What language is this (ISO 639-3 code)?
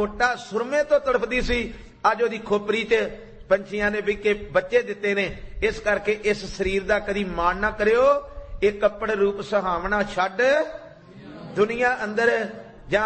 pan